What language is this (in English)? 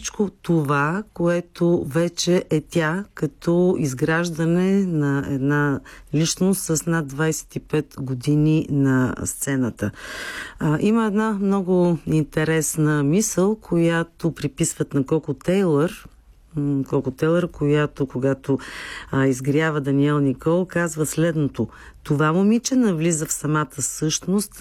Bulgarian